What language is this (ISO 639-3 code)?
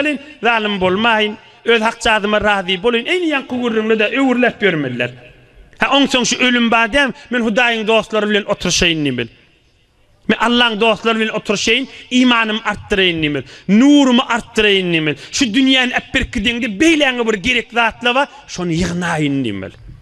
tuk